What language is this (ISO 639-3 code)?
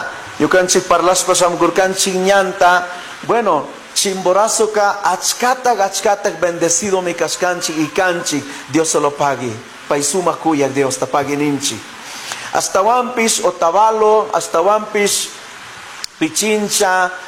qug